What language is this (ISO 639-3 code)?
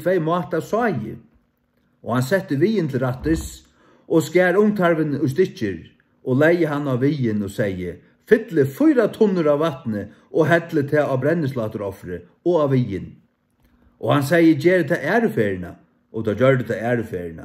fao